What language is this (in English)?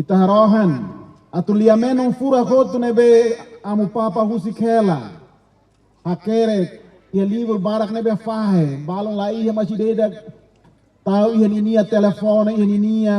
Tetum